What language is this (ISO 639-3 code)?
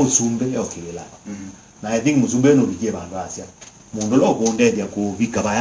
kam